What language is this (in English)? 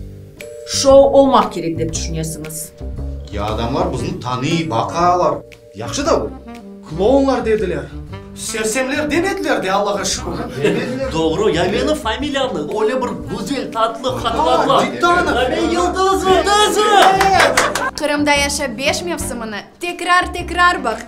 Crimean Tatar